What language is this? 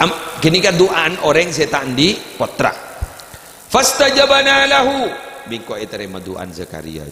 Madurese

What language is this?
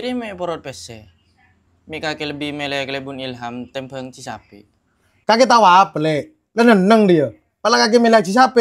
Madurese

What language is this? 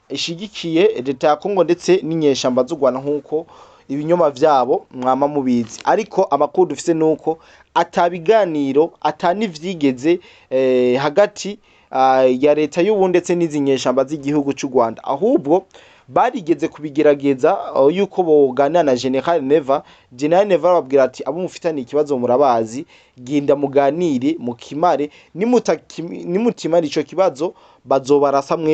Rundi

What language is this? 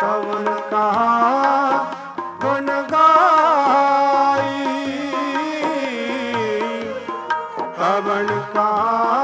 Punjabi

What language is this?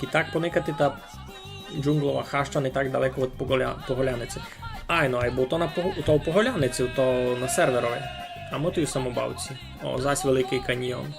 Rusyn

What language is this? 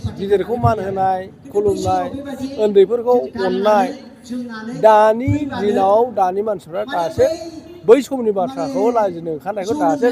Bodo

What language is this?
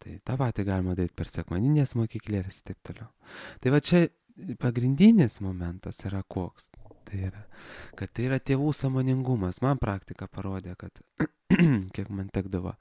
Lithuanian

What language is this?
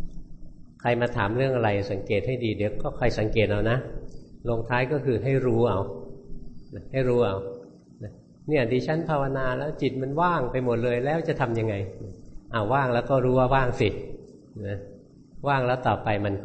Thai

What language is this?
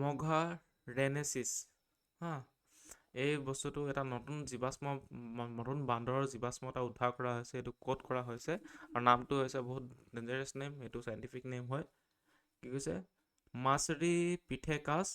Assamese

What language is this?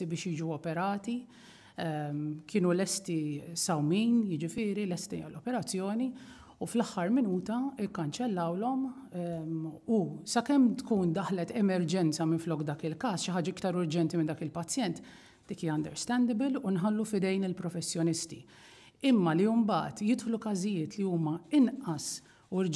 Maltese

